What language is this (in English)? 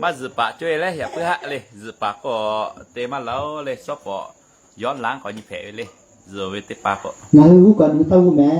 Lahu